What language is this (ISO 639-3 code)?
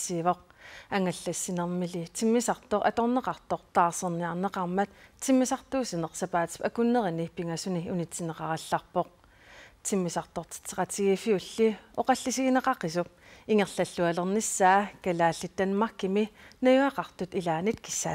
kal